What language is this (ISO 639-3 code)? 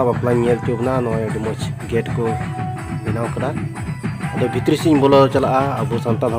sat